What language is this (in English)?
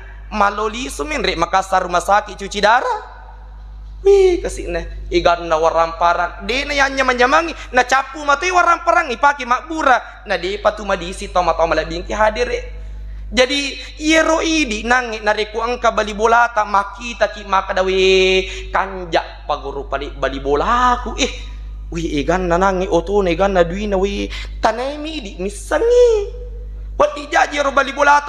Buginese